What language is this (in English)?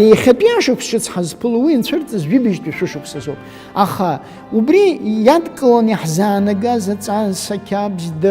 Abkhazian